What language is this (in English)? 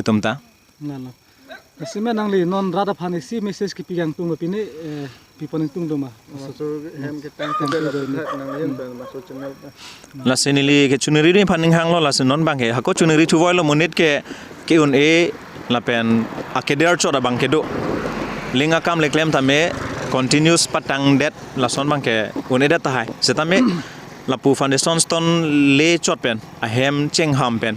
Karbi